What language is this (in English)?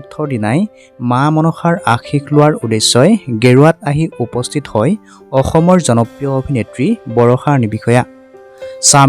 Assamese